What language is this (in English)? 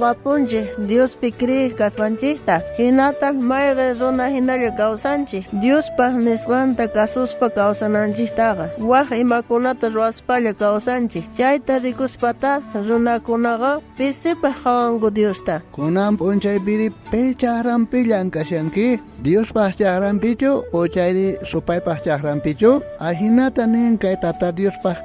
South Bolivian Quechua